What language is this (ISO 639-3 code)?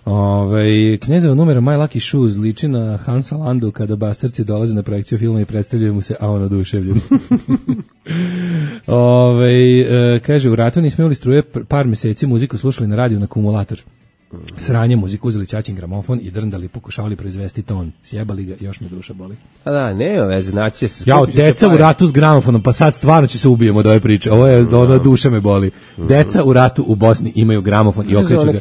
srp